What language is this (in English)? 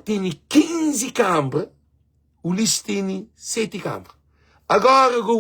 Kabuverdianu